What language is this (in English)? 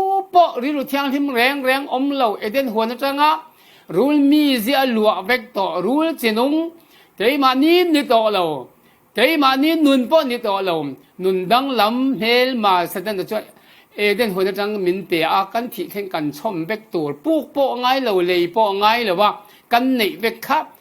Falam Chin